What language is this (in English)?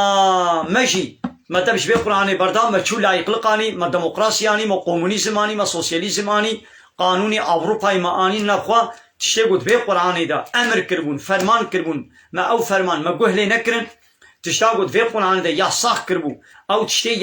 Kurdish